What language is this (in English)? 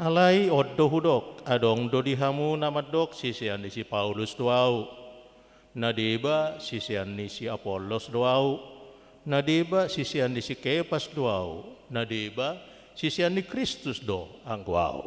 Batak Toba